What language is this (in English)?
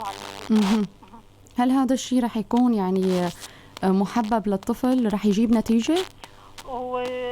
North Levantine Arabic